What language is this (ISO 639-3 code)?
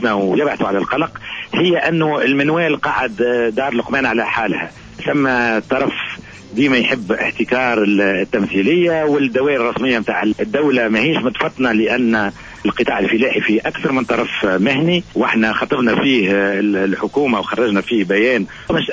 aeb